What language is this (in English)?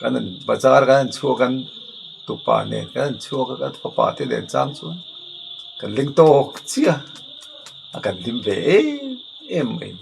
Mizo